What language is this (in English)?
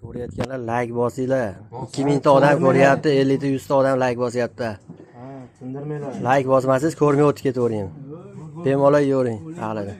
Uzbek